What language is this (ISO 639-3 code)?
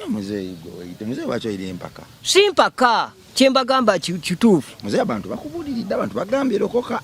lug